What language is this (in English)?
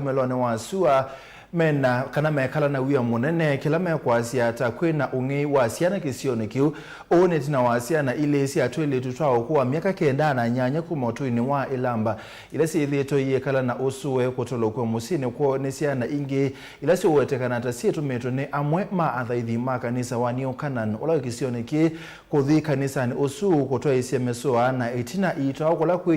Kamba